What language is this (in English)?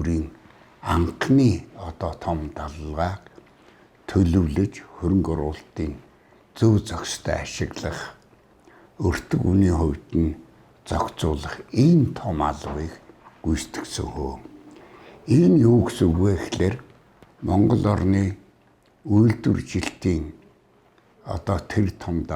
Mongolian